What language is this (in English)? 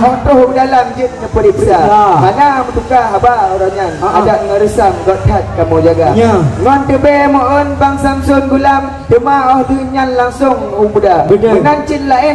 Achinese